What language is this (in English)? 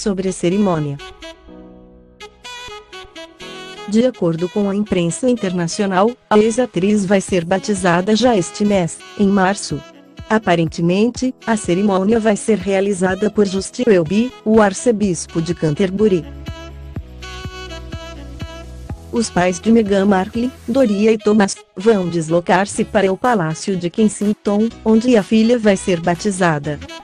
Portuguese